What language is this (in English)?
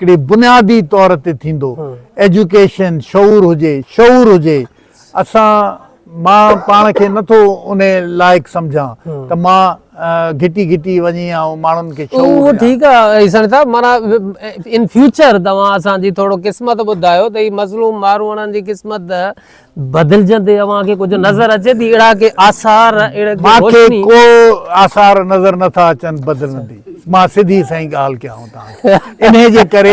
Sindhi